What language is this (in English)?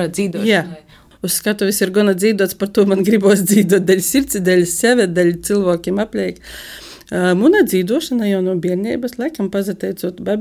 Latvian